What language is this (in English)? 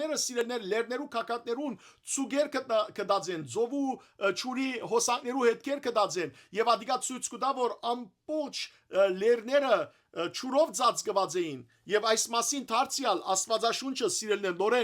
Western Armenian